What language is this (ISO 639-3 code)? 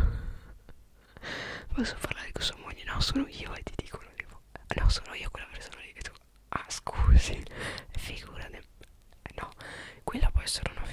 ita